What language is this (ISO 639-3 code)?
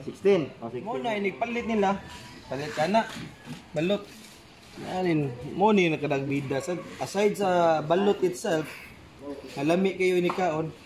ceb